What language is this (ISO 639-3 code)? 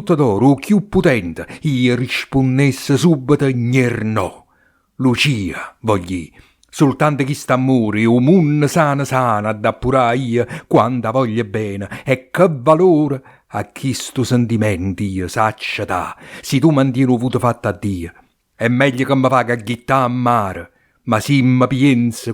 nap